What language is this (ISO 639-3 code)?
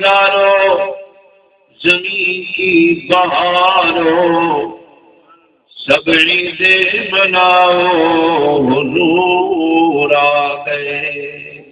skr